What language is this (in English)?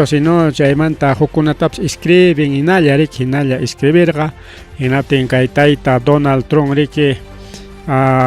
Ayacucho Quechua